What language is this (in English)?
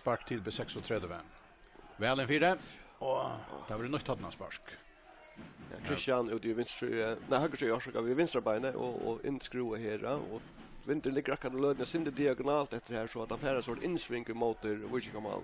Faroese